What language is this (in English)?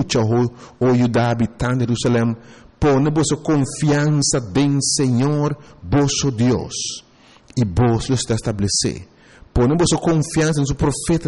Papiamento